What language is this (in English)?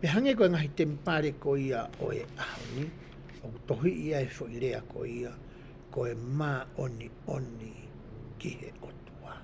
Tongan